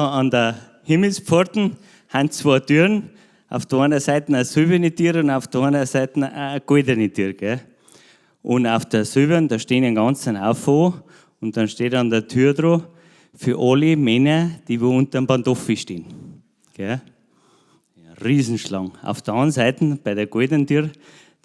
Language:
Bavarian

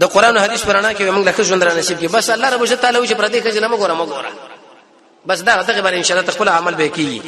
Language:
Pashto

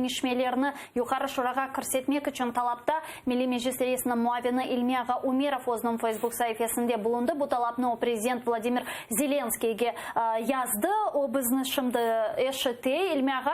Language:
Crimean Tatar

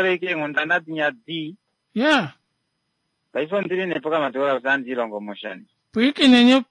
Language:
Kuanyama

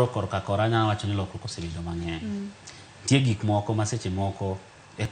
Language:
Luo (Kenya and Tanzania)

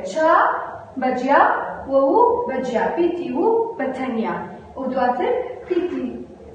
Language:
Central Kurdish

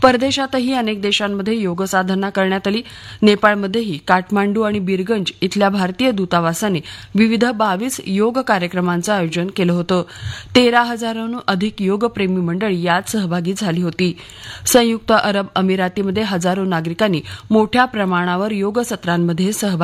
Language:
Marathi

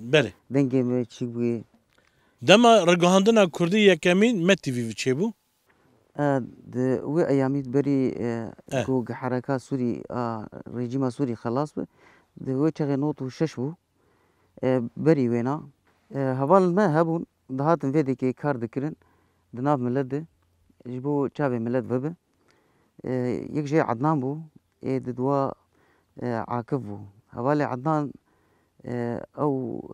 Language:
Kurdish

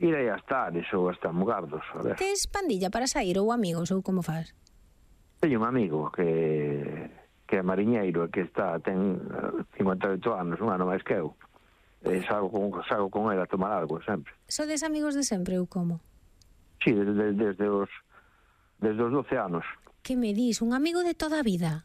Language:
Galician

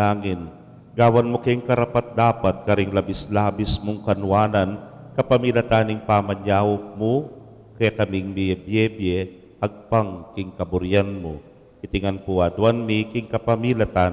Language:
Pampanga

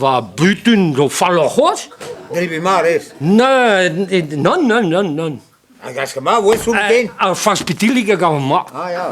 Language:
Breton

